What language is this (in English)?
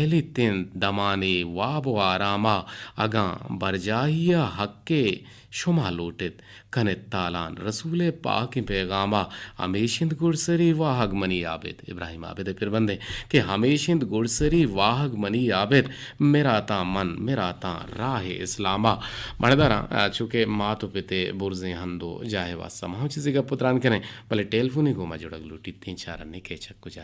Eastern Balochi